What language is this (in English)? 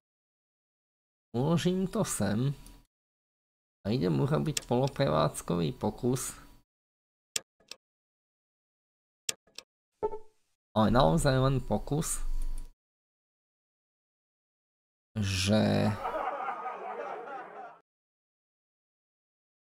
Slovak